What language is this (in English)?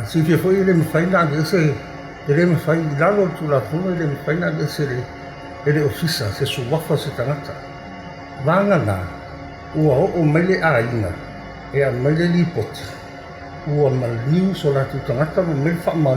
Samoan